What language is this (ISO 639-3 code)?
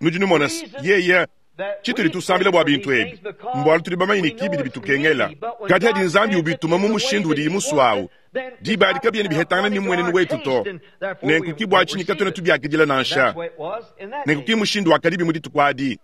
lua